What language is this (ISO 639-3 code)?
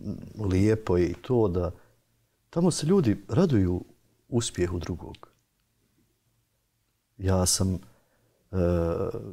bos